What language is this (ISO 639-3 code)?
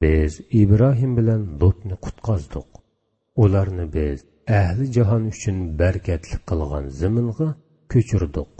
uig